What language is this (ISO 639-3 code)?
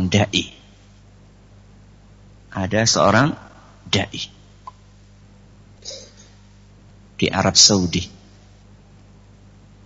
ind